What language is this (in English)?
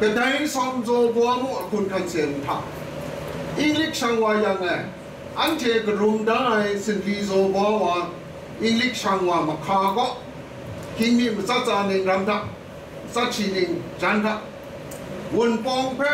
Kachin